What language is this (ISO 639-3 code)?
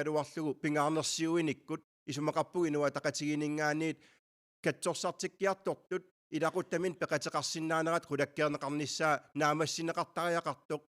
kal